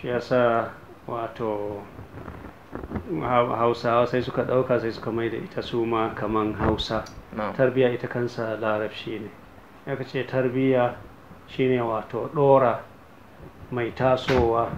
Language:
Hausa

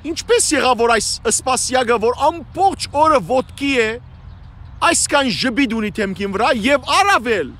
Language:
Western Armenian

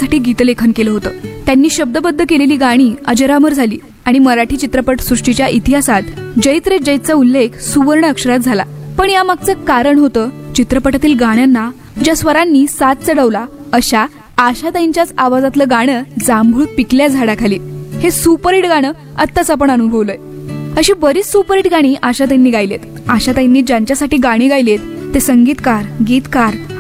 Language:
Marathi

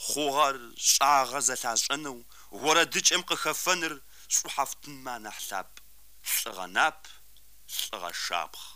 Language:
Kabardian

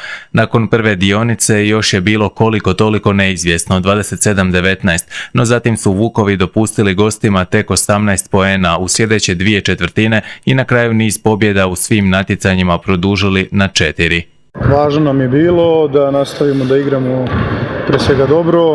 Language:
Croatian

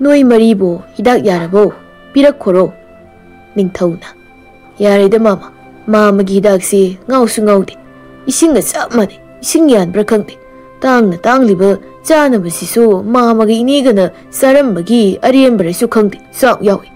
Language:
Manipuri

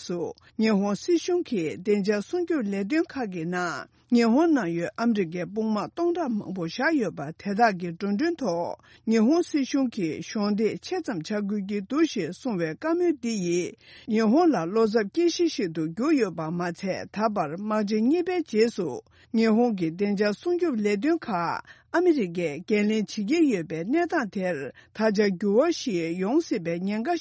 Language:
Tibetan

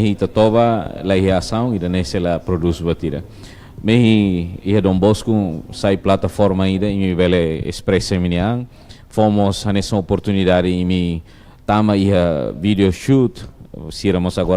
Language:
Tetum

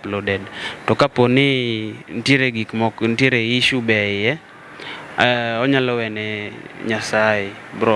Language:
Luo (Kenya and Tanzania)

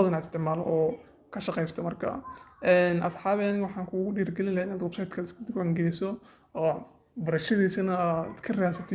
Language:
Somali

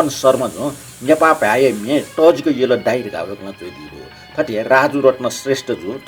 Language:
Newari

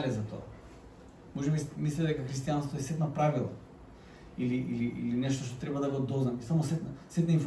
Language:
Macedonian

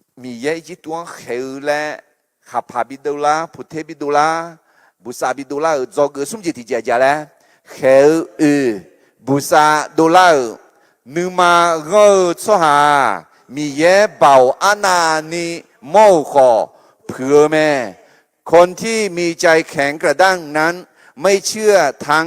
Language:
Akha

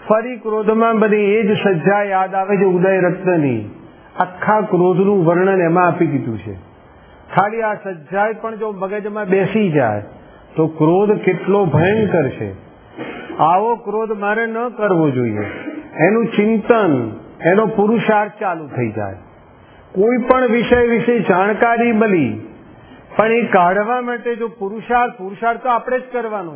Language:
Gujarati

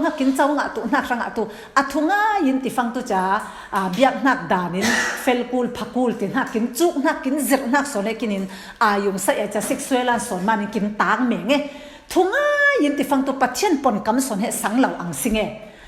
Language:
Falam Chin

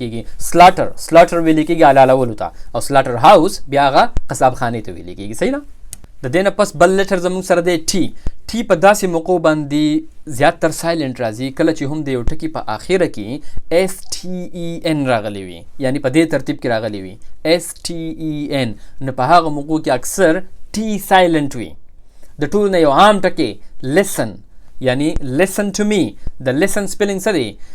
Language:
Pashto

